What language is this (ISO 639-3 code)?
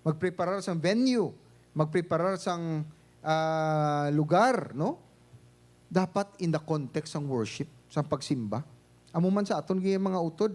hil